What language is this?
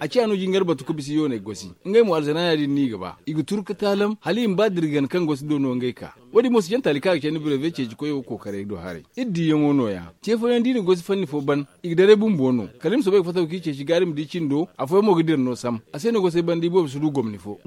Zarma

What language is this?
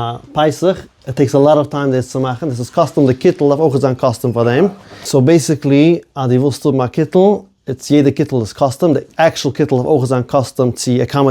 Yiddish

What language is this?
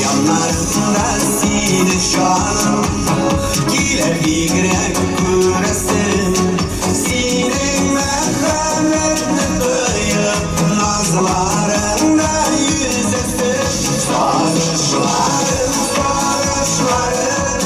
Tatar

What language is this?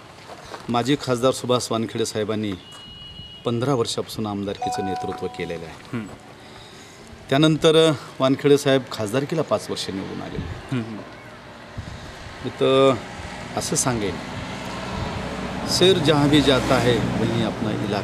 Marathi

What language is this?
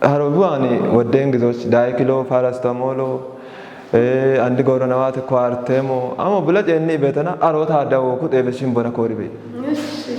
Kafa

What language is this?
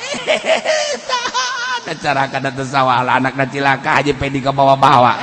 Sundanese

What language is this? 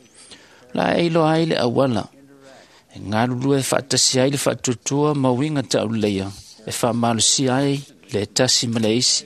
Samoan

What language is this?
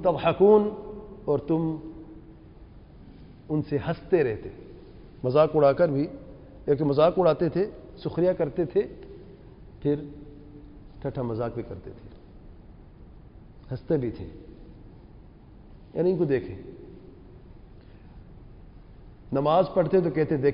Urdu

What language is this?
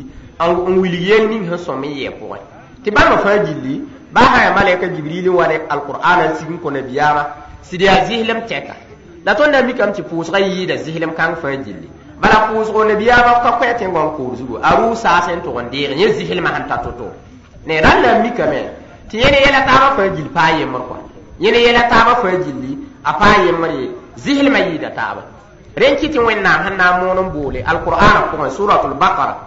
Mossi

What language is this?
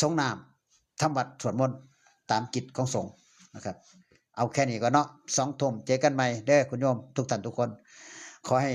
Northeastern Thai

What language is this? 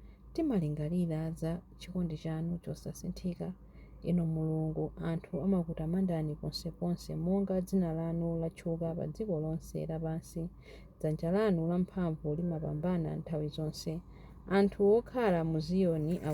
Nyanja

